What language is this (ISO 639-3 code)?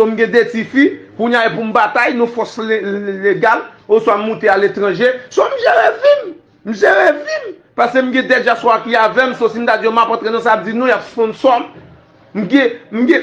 hat